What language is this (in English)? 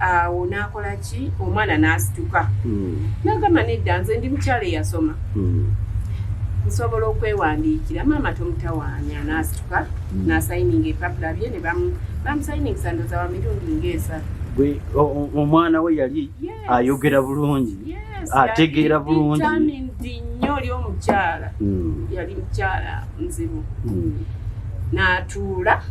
Ganda